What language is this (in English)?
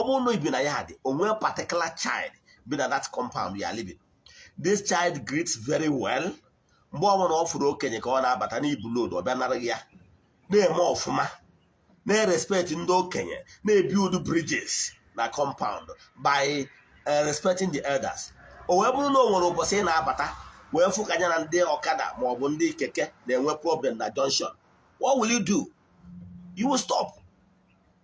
Igbo